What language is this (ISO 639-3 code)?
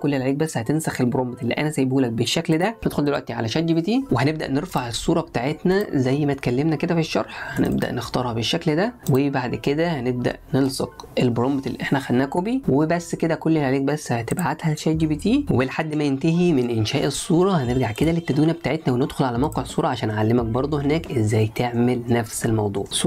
arz